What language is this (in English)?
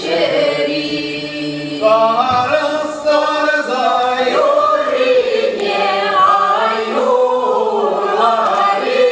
Chuvash